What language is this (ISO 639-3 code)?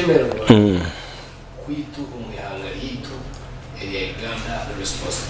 nyn